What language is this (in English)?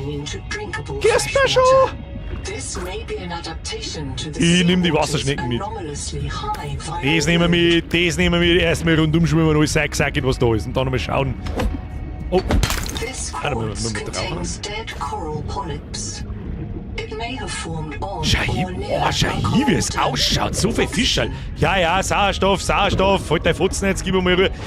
Bavarian